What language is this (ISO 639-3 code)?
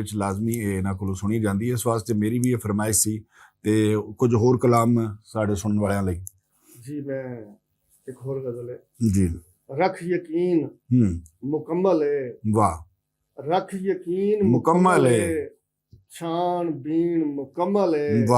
lah